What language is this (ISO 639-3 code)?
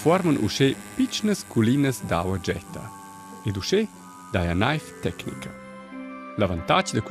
roh